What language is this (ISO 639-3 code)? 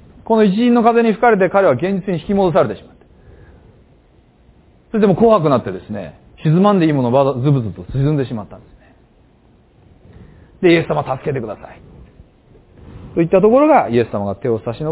jpn